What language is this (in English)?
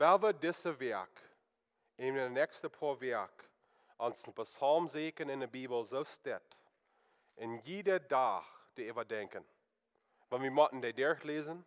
Plautdietsch